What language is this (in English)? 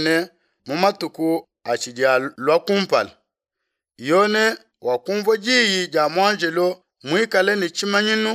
Luba-Lulua